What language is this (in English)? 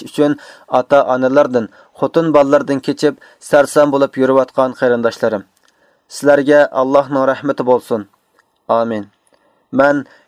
Uyghur